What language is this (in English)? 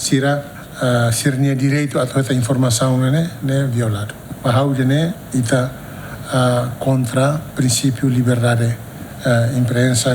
Tetum